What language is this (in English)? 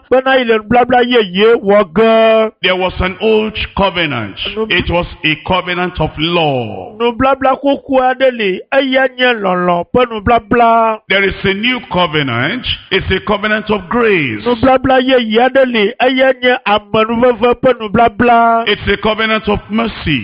Ewe